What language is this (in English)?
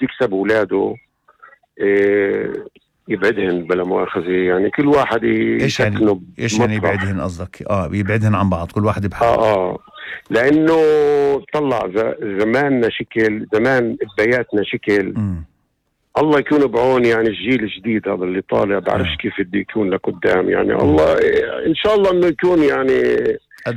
North Levantine Arabic